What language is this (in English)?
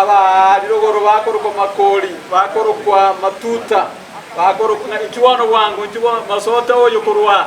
Gusii